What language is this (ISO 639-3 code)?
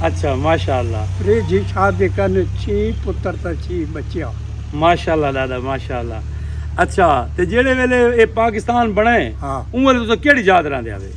skr